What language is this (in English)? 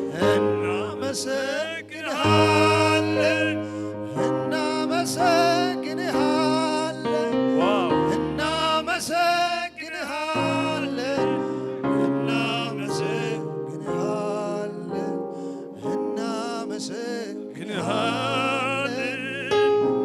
Tigrinya